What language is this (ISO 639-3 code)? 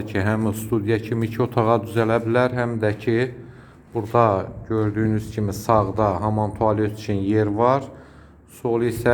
aze